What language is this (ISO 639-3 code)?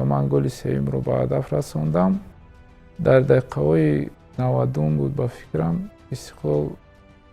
tgk